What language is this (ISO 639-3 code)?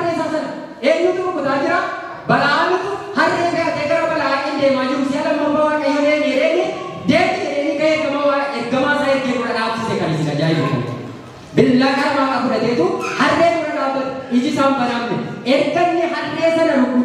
orm